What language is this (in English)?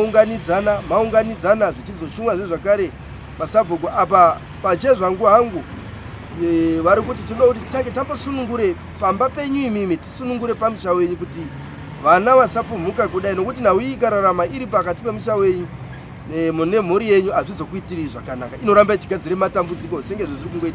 Shona